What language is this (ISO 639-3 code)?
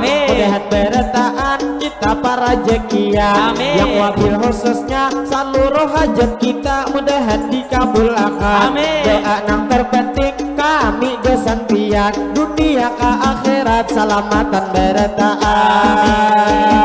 bjn